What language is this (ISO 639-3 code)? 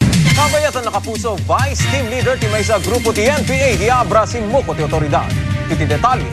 ilo